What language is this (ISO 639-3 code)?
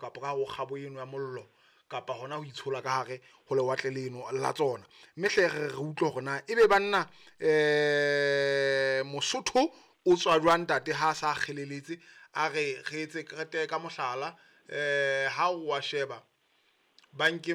sot